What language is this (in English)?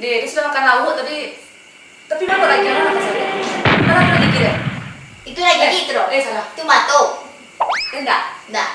Minangkabau